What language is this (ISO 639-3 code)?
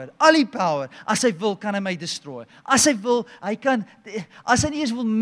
afr